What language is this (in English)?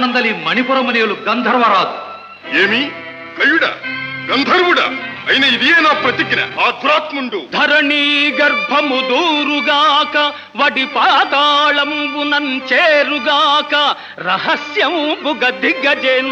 Telugu